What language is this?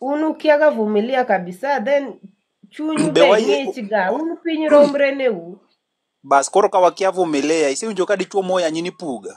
Luo (Kenya and Tanzania)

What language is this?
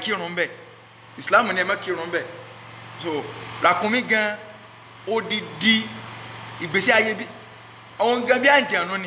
Yoruba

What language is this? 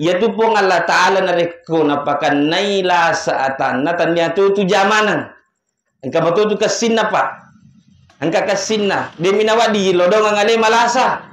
Buginese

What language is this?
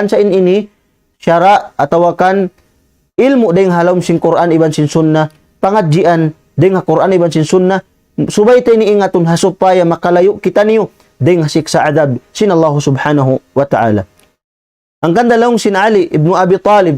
Tausug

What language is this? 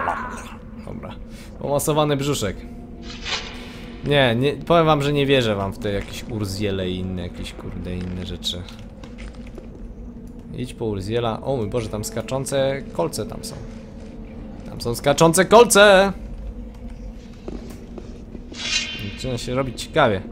Polish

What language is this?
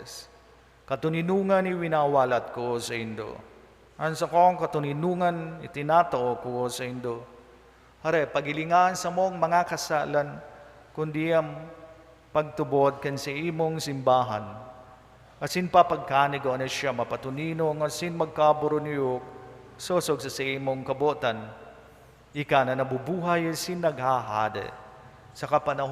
Bikol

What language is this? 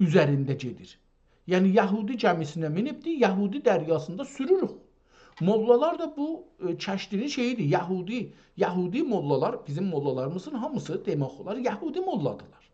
South Azerbaijani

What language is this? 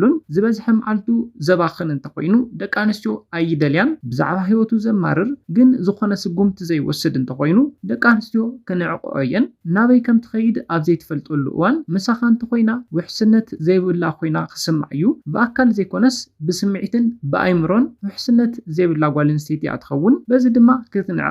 Tigrinya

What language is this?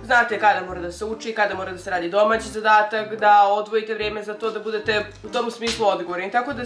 Serbian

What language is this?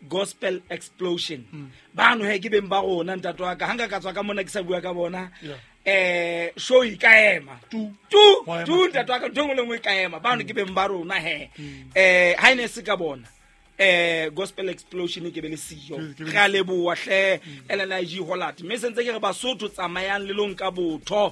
Southern Sotho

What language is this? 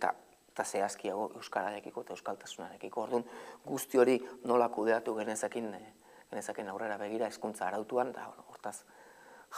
Basque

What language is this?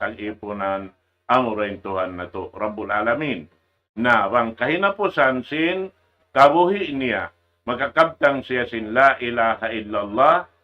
Tausug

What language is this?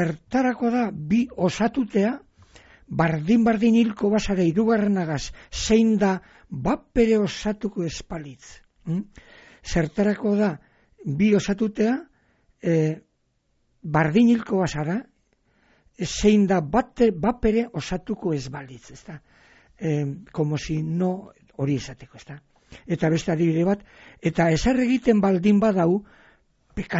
Basque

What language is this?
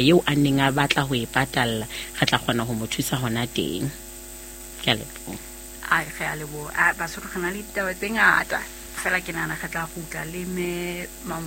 Southern Sotho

